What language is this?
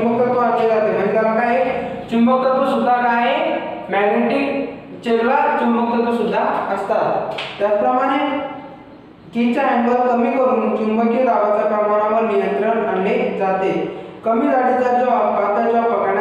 Marathi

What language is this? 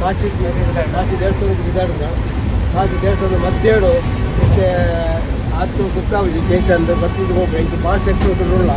Tulu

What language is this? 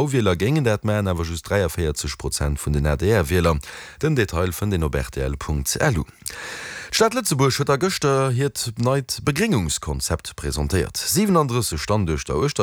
Luxembourgish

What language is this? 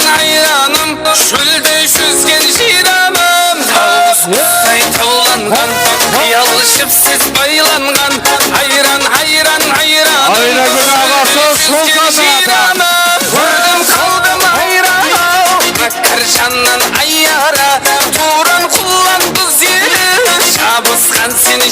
Kara-Kalpak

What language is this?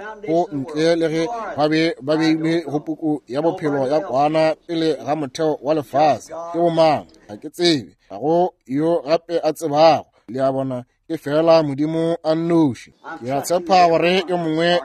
Northern Sotho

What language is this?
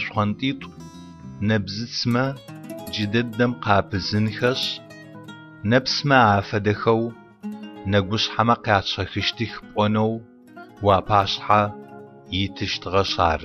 Adyghe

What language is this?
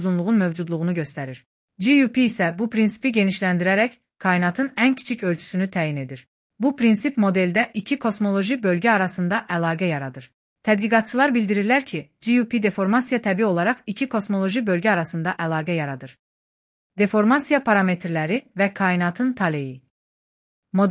Azerbaijani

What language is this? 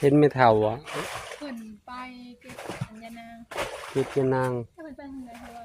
Northeastern Thai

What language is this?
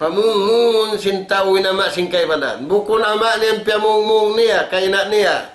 Tausug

